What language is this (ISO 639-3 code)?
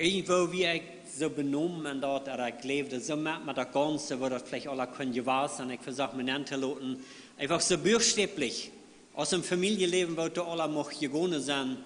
pdt